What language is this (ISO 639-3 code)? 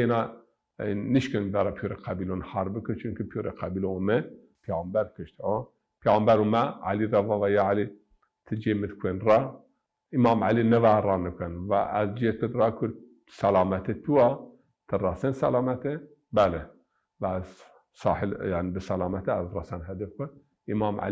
zza